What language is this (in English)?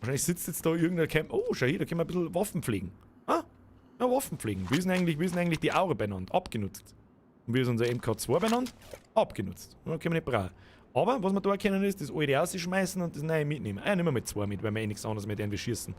Bavarian